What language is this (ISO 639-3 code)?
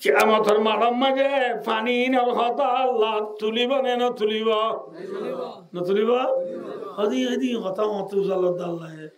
rhg